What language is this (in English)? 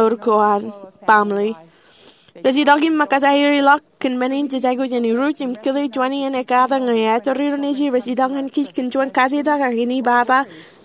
Marshallese